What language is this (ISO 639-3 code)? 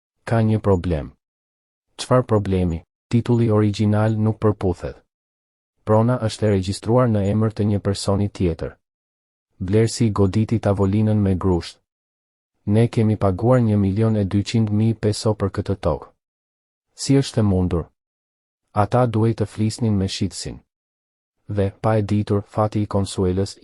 sqi